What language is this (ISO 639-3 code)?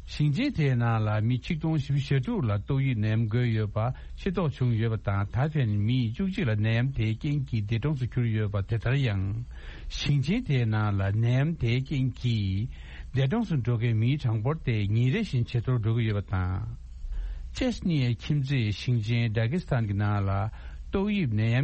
bod